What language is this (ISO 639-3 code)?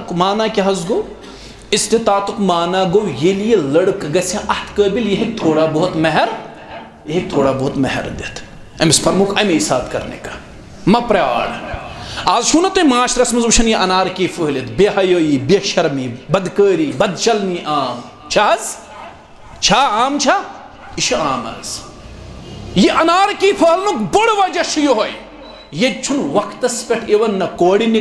kas